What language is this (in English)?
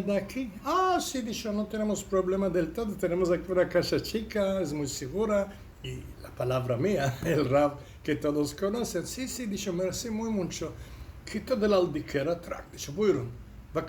Ladino